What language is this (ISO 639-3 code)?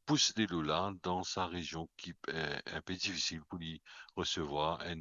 mfe